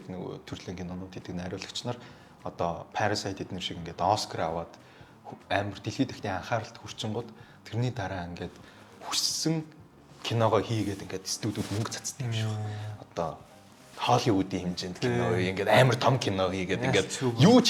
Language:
Mongolian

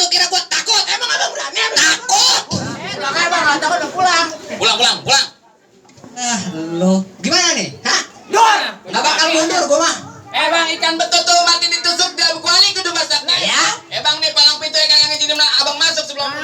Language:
Betawi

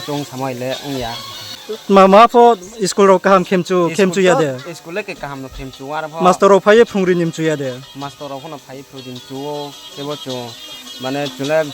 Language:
Riang (India)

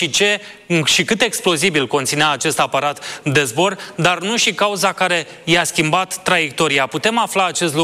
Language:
Romanian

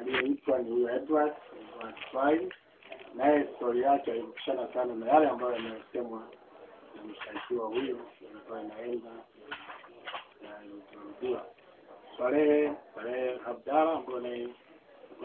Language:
Swahili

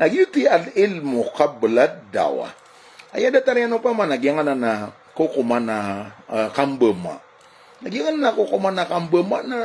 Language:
Maranao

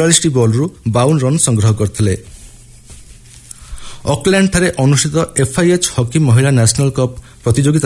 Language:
Odia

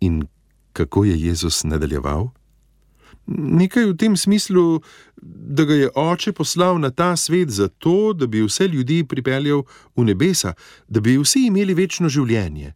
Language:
Slovenian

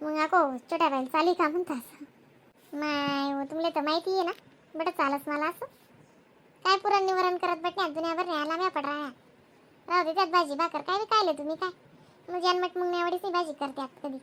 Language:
Khandesi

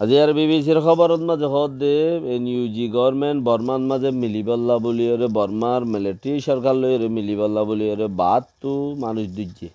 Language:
Rohingya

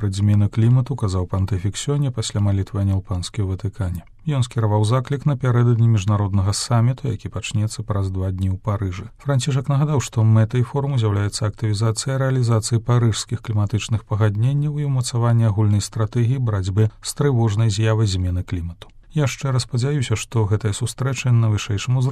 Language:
Belarusian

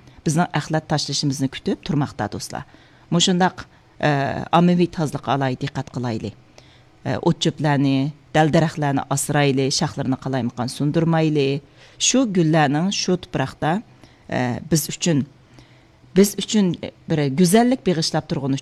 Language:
Uyghur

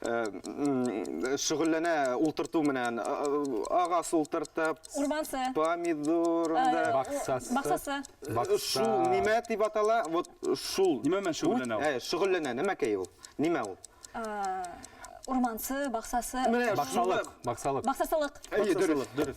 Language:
Bashkir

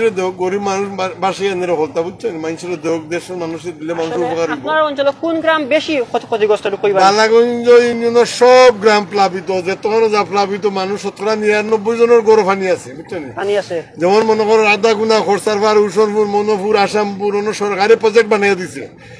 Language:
Sylheti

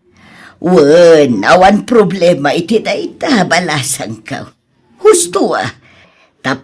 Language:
Iloko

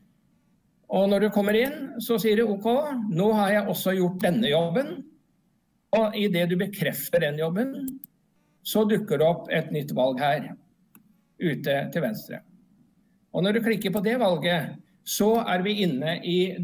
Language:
Norwegian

